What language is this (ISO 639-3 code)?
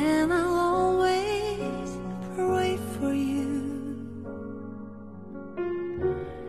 eng